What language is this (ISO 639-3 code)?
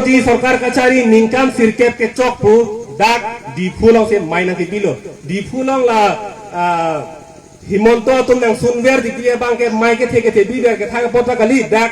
mjw